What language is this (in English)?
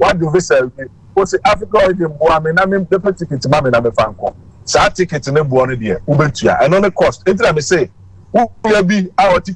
Akan